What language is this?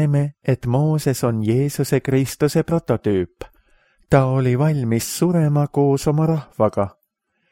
Estonian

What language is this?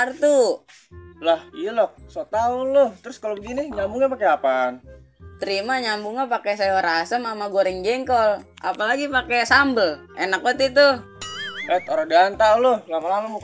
Betawi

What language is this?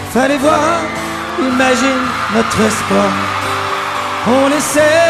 French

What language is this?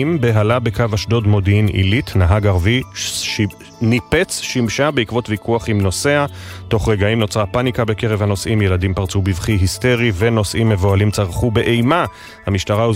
Hebrew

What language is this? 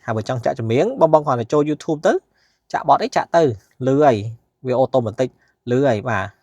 Khmer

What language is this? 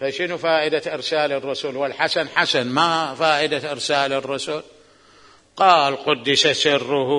Mesopotamian Arabic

